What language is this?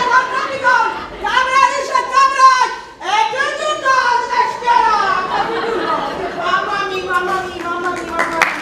Neapolitan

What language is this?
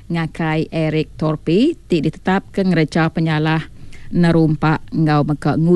Iban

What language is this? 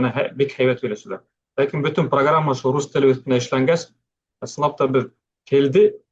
Bashkir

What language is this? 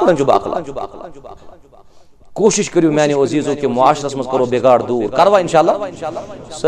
Kashmiri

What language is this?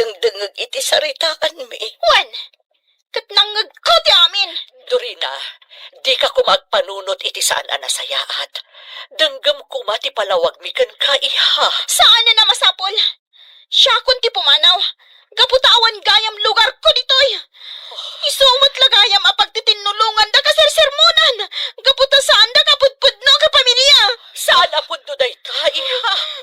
Iloko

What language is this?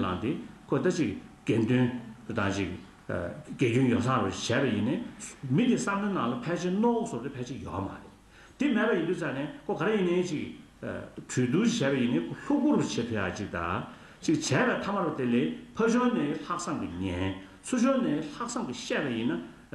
Tibetan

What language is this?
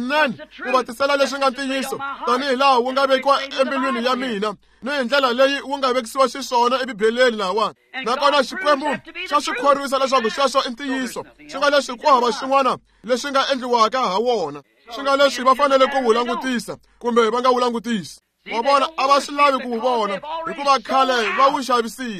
Tsonga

